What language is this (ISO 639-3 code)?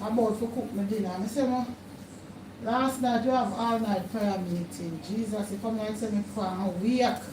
jam